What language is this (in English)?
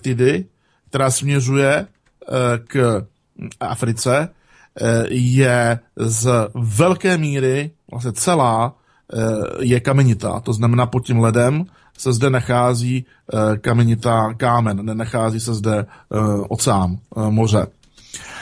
Czech